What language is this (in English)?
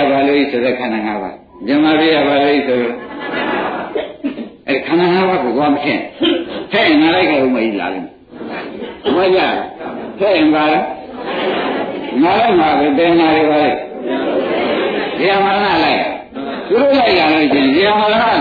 Burmese